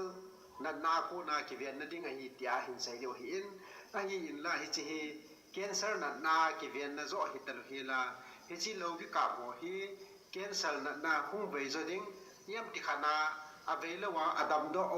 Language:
Thado Chin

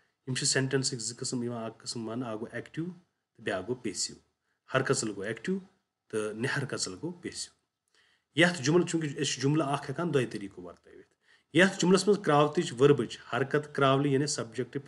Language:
Kashmiri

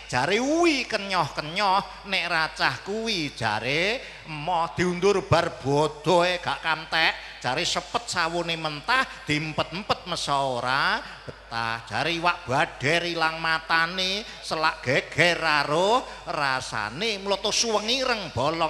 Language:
Javanese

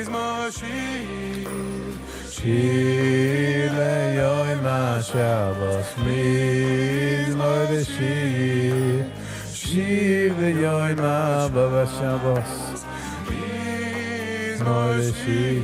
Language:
Yiddish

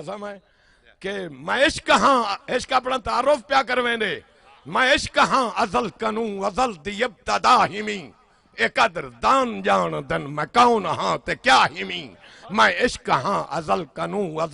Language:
Saraiki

